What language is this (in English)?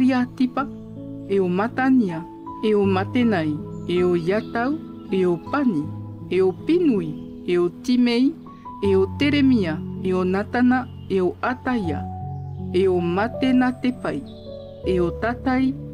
Tahitian